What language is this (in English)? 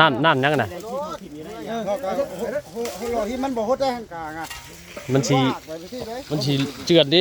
Northeastern Thai